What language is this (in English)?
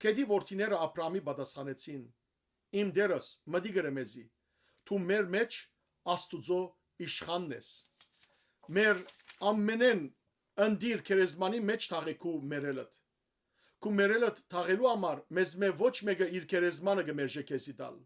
Western Armenian